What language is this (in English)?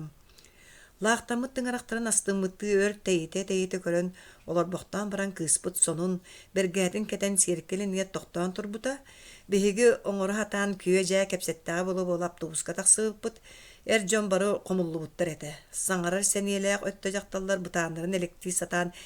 Yakut